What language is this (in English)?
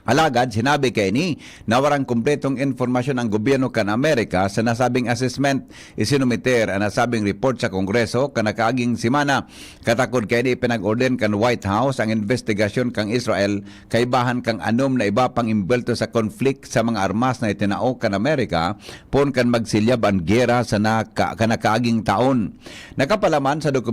Bikol